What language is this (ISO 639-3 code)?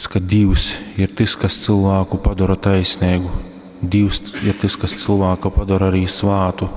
ltg